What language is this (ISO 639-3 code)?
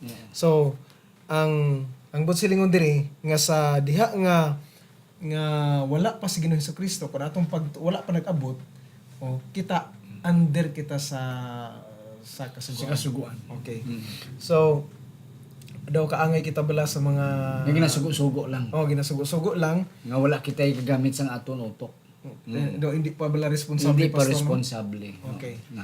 hil